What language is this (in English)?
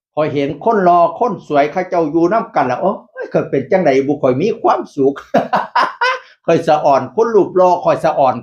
Northeastern Thai